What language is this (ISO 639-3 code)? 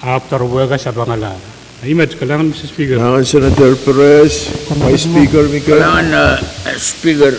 pon